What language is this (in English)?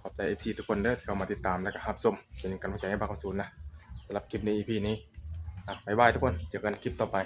Northeastern Thai